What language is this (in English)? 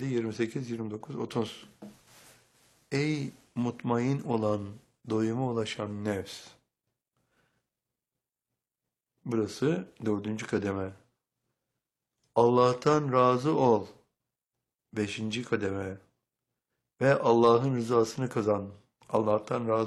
Turkish